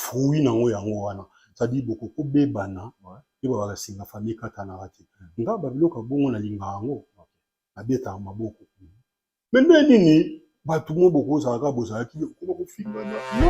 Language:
Lingala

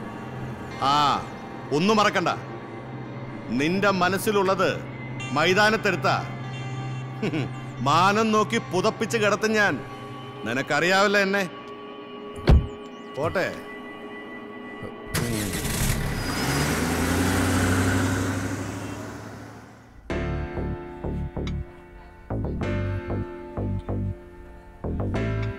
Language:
Malayalam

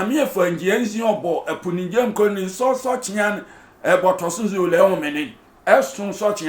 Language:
Sehwi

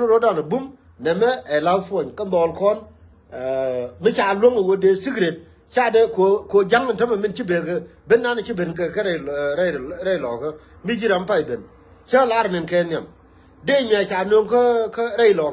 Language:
Nuer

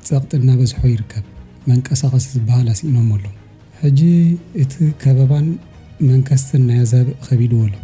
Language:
Tigrinya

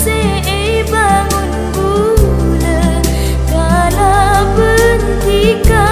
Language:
Madurese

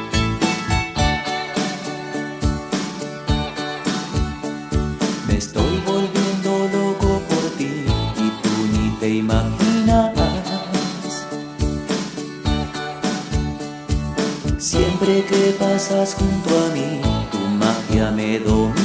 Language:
Spanish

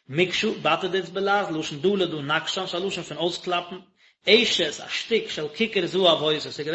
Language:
Yiddish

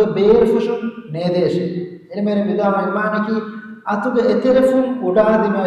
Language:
Divehi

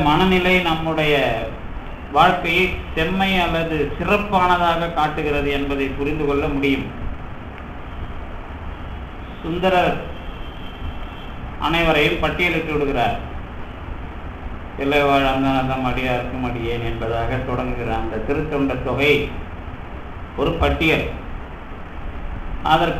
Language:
Tamil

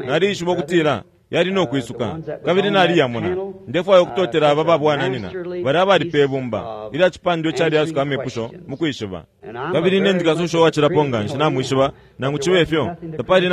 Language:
Bemba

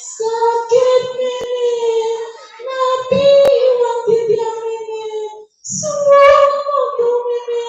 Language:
Balinese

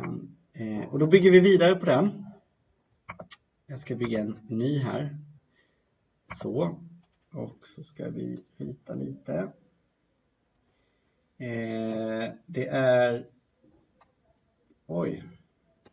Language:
Swedish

